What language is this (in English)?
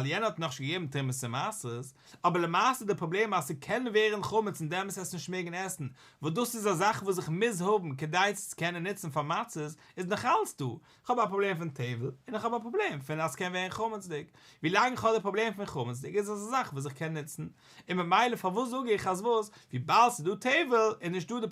Yiddish